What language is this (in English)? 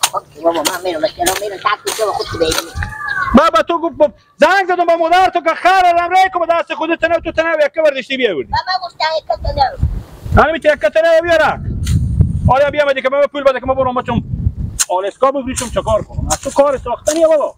Persian